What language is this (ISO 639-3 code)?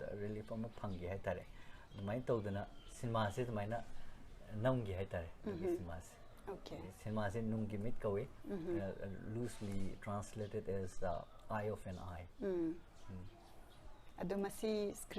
mni